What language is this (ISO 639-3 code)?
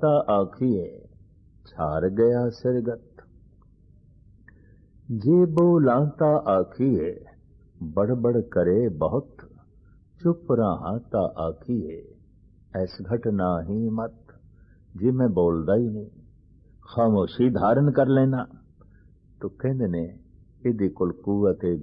pan